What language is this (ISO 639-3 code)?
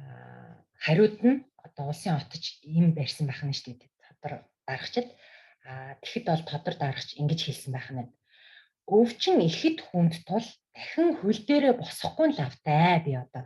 mon